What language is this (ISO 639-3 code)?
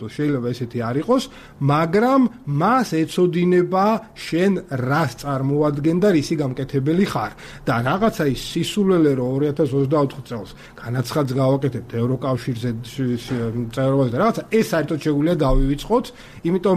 kat